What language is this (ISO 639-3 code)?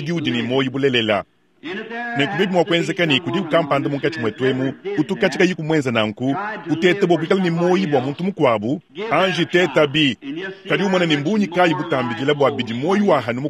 lua